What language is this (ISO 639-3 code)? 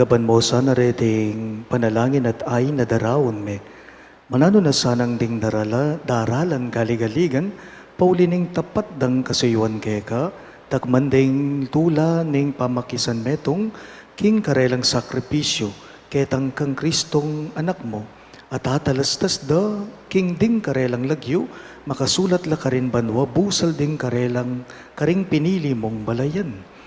pam